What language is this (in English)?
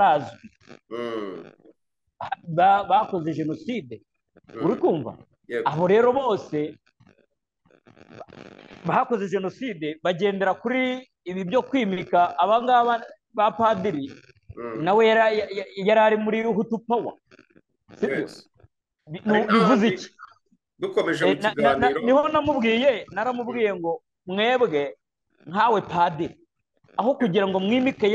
Kinyarwanda